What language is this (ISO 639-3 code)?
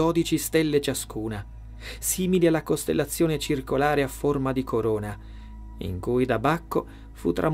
ita